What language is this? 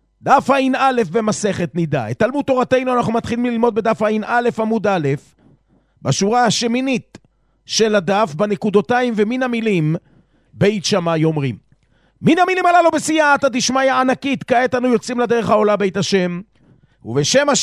Hebrew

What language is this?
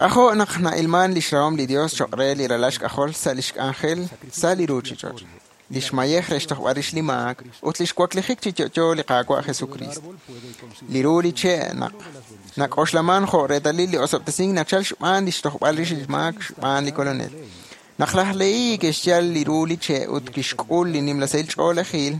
Kekchí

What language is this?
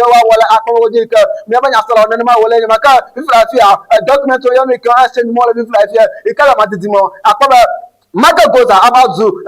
Ewe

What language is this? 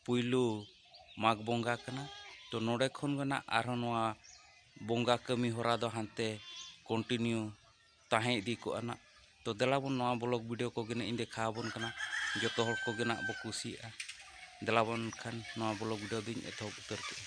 Santali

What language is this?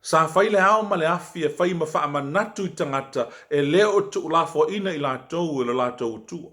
Samoan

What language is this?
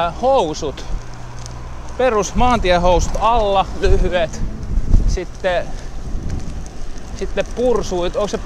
Finnish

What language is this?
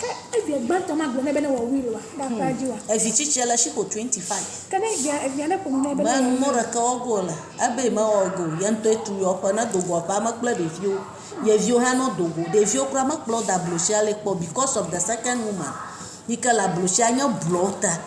Ewe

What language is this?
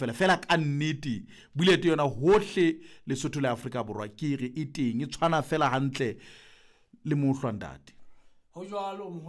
Southern Sotho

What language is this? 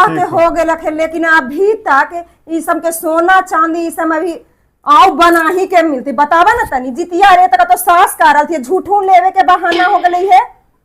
Magahi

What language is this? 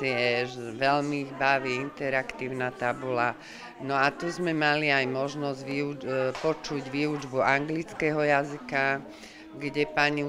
Slovak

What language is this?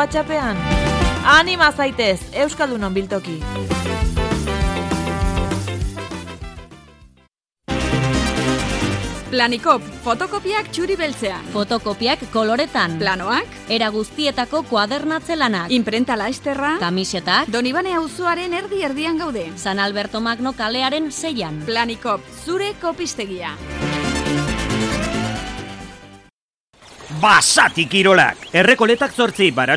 Basque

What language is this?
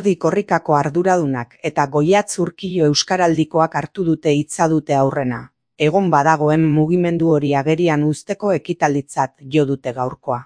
Basque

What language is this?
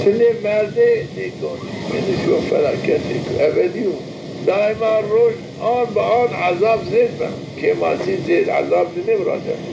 Zaza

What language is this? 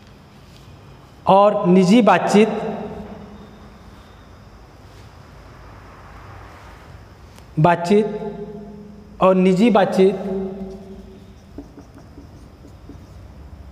Hindi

